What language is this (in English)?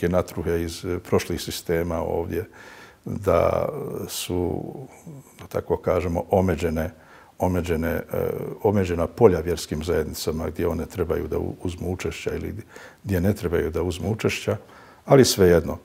Bosnian